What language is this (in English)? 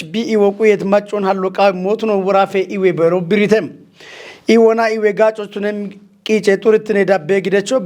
Kafa